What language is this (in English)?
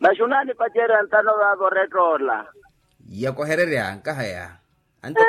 Makhuwa